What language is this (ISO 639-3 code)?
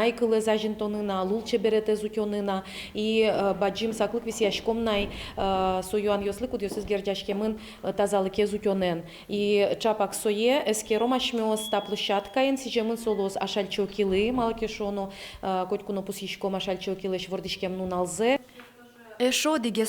udm